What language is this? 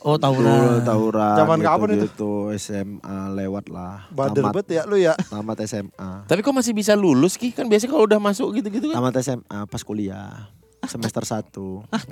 Indonesian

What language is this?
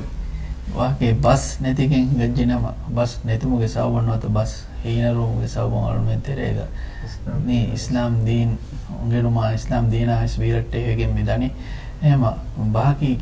Divehi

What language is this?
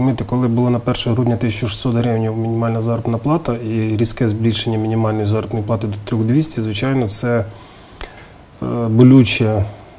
Ukrainian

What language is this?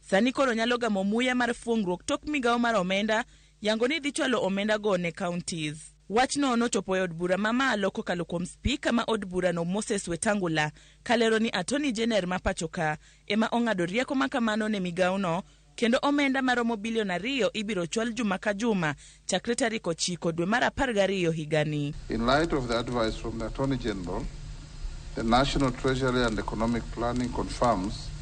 Luo (Kenya and Tanzania)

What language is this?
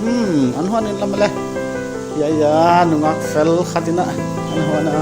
Paite Chin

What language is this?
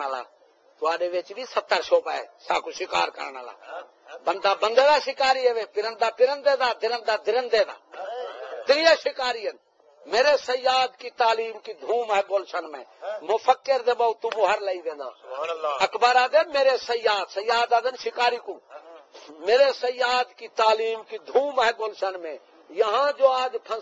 Saraiki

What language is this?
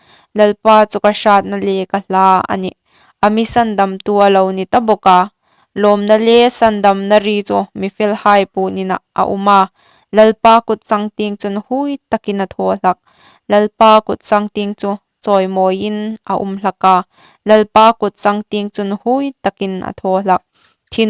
Hmar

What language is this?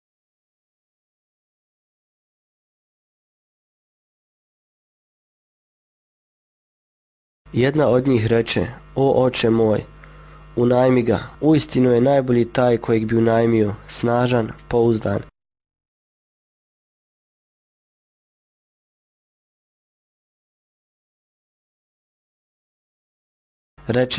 Bosnian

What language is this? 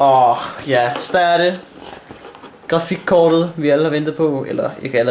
Danish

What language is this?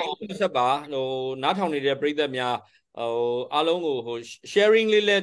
Burmese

